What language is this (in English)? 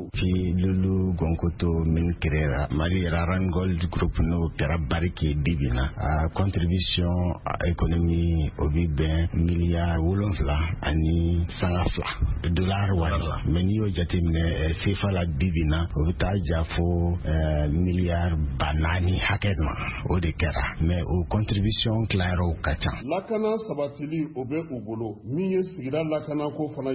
Bambara